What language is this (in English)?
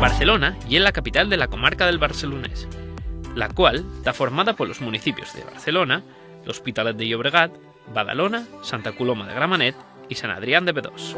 Asturian